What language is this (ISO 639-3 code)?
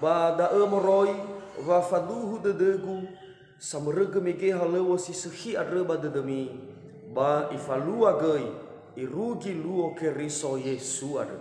nia